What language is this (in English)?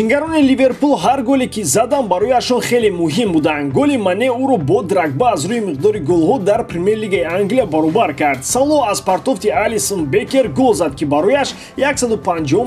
Tajik